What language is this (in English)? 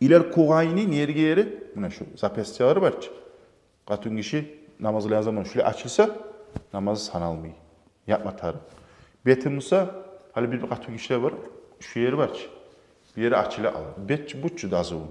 Kumyk